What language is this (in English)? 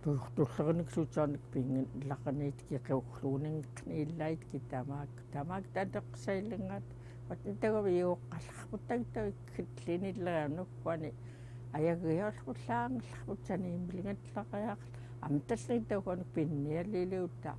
Central Yupik